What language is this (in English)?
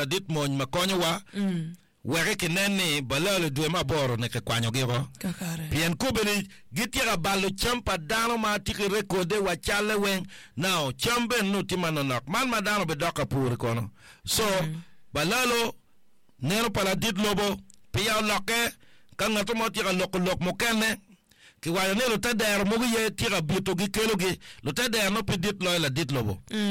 Acoli